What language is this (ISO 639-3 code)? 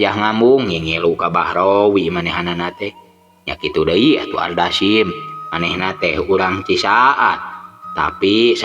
sun